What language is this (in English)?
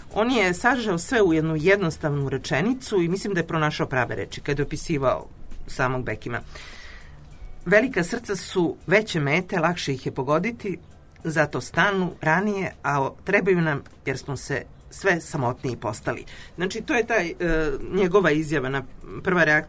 Serbian